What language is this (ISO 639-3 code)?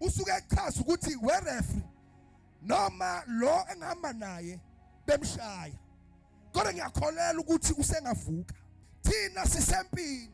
zul